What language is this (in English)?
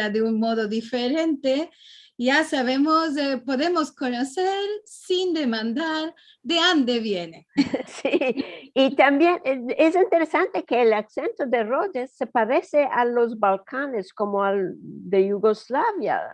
Ladino